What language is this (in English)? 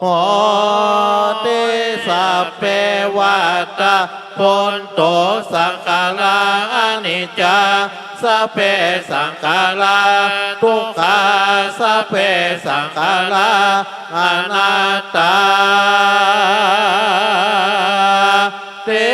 Pali